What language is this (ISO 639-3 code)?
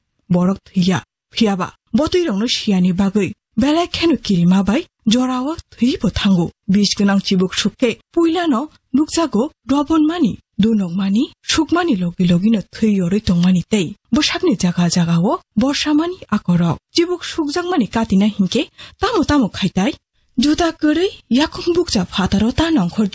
trp